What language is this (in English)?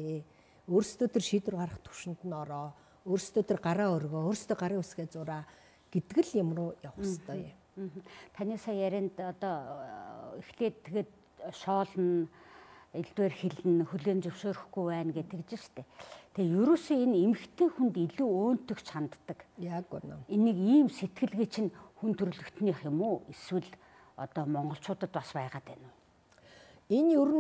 Mongolian